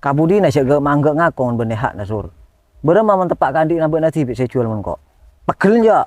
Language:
Madurese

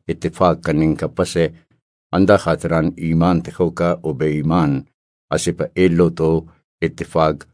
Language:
Brahui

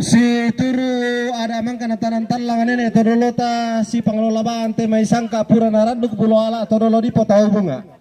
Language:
Toraja-Sa'dan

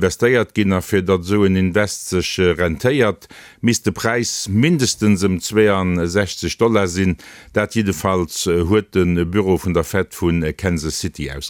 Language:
Luxembourgish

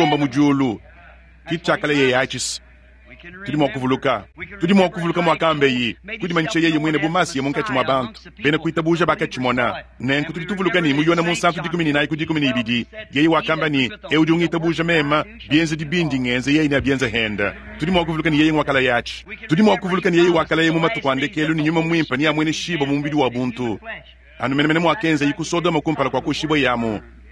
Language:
Luba-Lulua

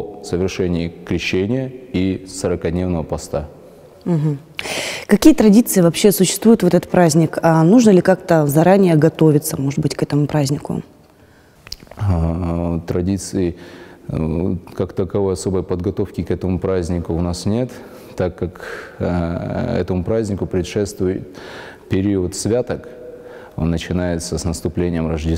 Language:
Russian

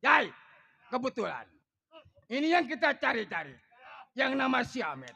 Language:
Betawi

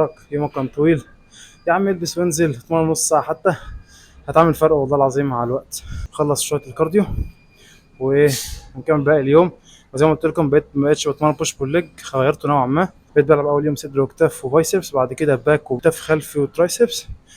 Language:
Egyptian Arabic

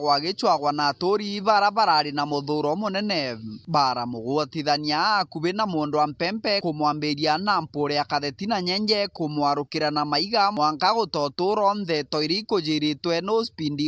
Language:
Meru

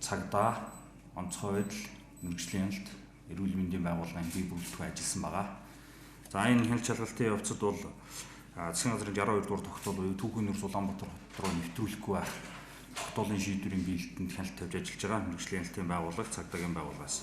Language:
Mongolian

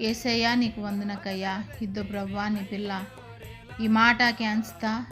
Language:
Koya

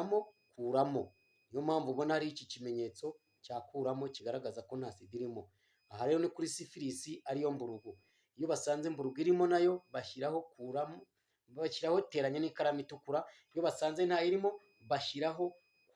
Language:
Kinyarwanda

